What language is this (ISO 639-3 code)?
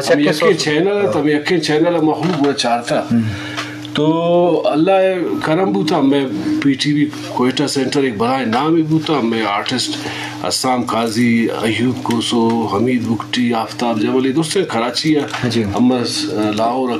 bgp